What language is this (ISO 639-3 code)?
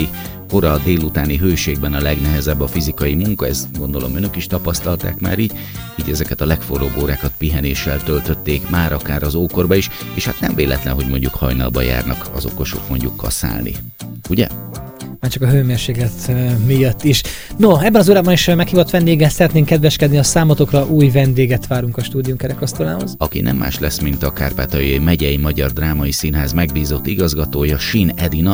hun